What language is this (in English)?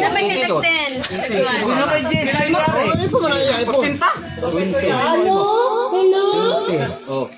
Cebuano